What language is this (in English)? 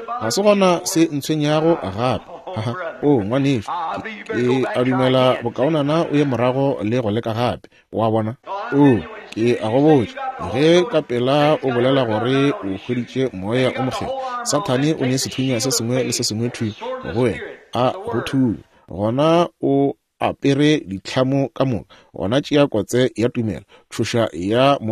Northern Sotho